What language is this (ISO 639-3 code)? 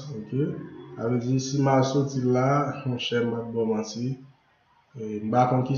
hat